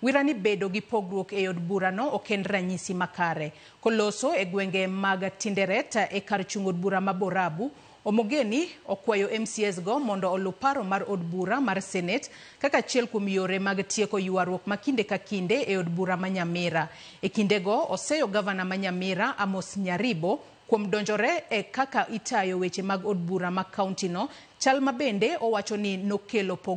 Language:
Luo (Kenya and Tanzania)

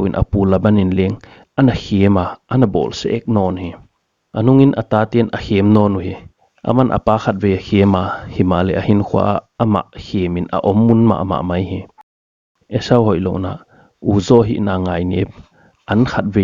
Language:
Paite Chin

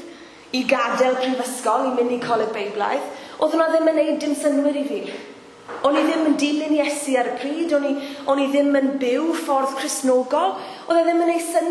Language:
Welsh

